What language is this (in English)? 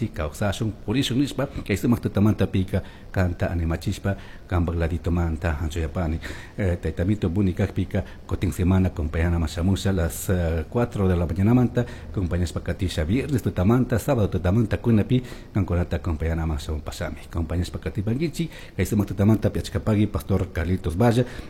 Chimborazo Highland Quichua